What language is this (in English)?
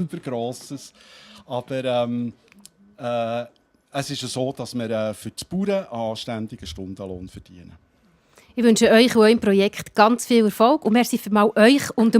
Swiss German